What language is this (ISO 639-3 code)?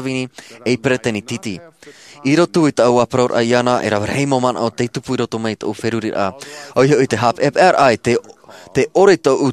tah